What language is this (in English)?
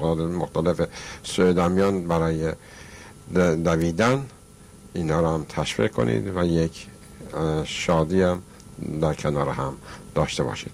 Persian